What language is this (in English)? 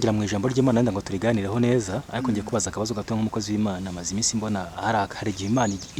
Kinyarwanda